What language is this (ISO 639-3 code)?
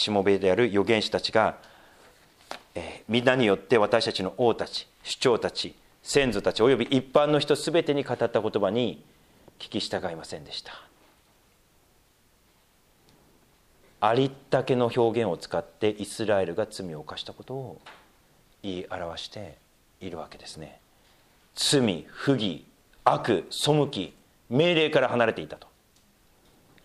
jpn